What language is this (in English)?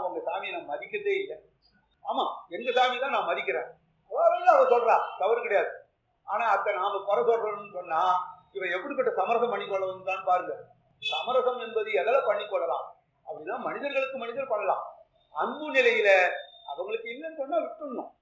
Tamil